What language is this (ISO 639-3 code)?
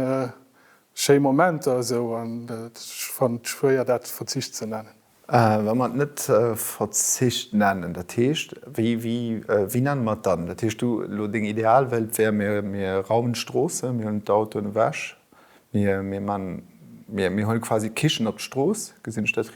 ltz